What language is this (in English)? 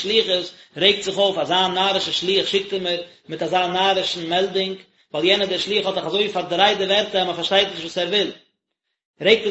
Yiddish